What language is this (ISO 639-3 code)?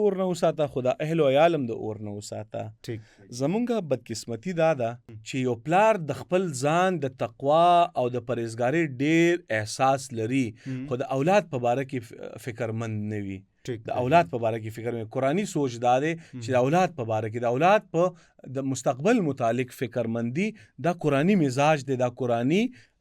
pus